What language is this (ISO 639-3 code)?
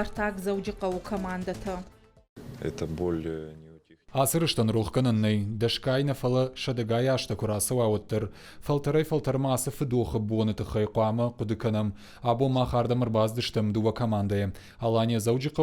oss